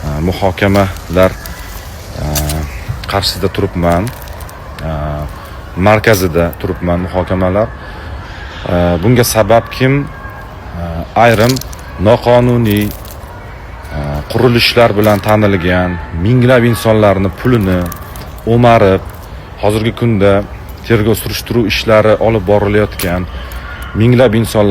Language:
Uzbek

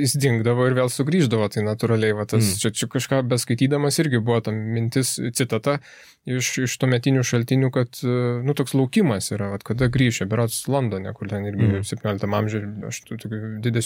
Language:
Lithuanian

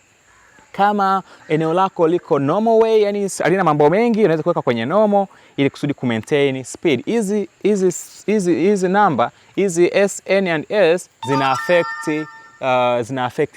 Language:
Swahili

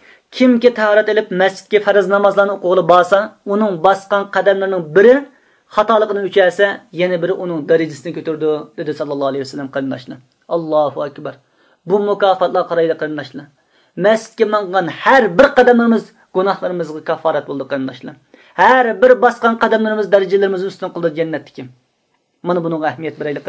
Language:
Uyghur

